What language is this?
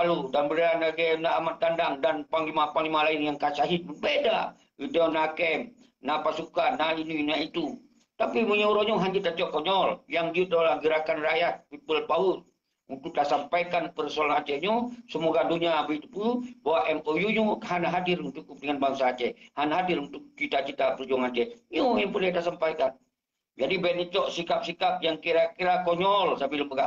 Achinese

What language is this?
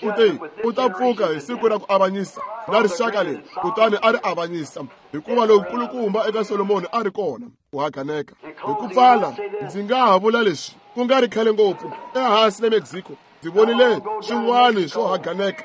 Tsonga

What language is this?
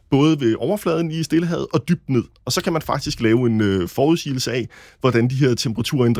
Danish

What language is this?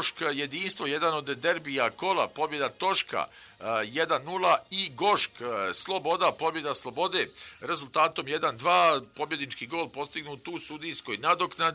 Bosnian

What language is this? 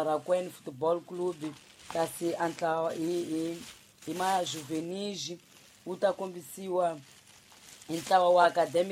Tsonga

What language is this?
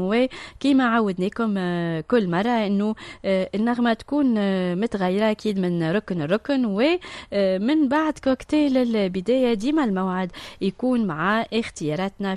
Tunisian Arabic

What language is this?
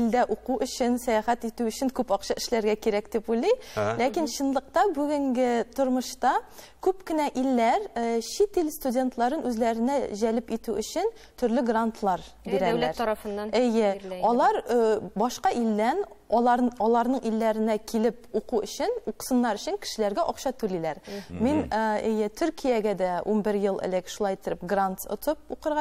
Tatar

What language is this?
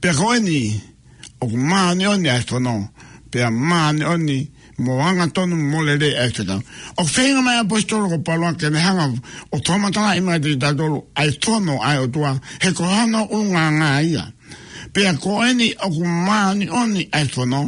Tongan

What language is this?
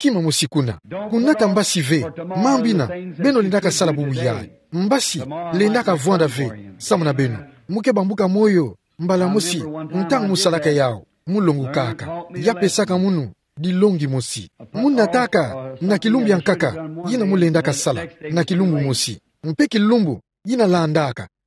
Kituba (Democratic Republic of Congo)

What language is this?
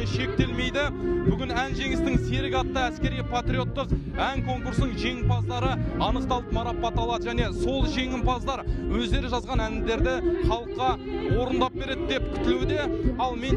Kazakh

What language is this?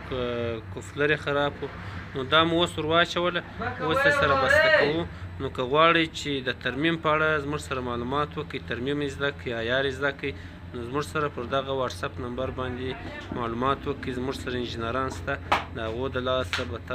Pashto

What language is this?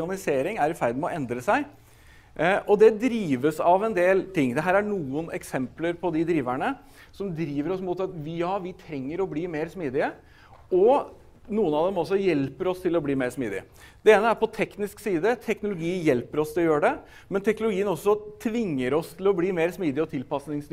Norwegian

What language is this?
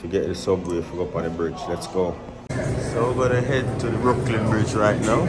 Jamaican Creole English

